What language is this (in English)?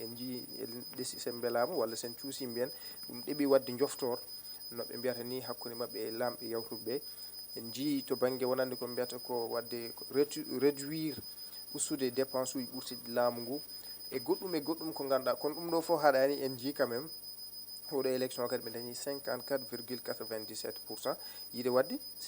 Fula